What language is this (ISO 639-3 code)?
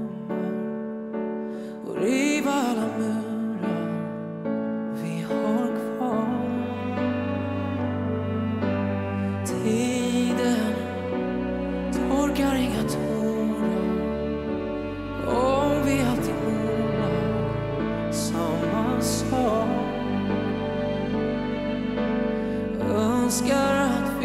swe